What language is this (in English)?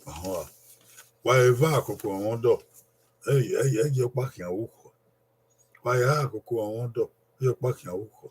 Bini